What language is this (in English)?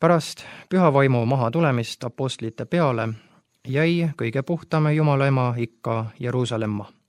Estonian